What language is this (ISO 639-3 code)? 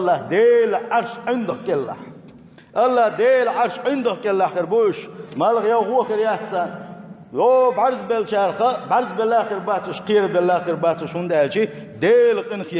che